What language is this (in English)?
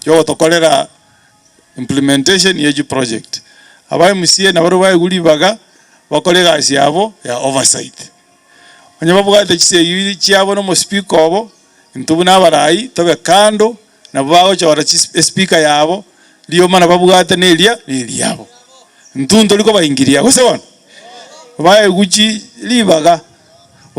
Gusii